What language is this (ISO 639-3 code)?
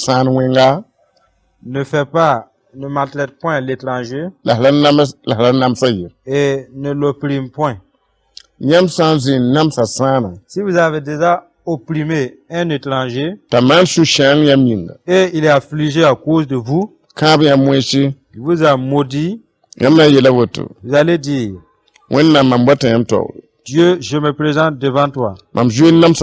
mos